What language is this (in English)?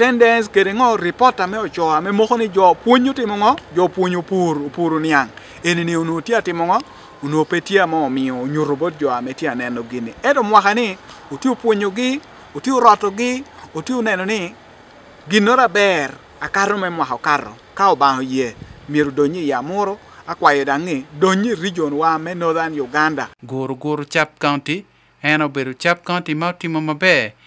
Acoli